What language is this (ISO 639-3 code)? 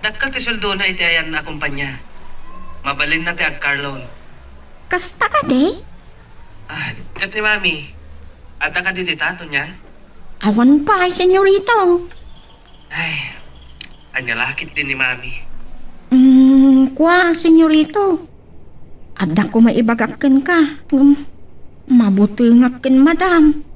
ilo